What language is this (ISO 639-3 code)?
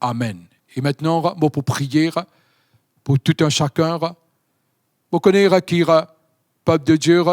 mfe